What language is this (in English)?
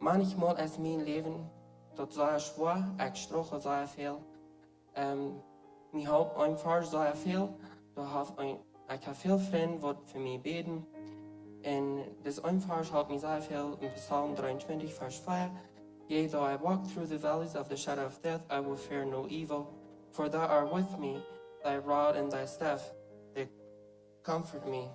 Plautdietsch